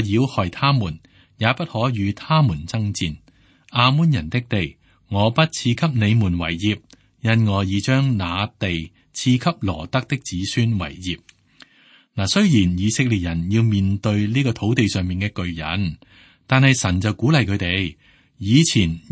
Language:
Cantonese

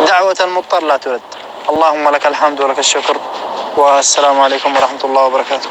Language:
North Levantine Arabic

